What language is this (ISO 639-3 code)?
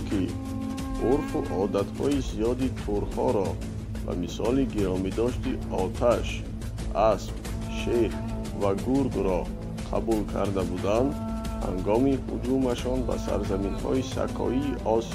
tgk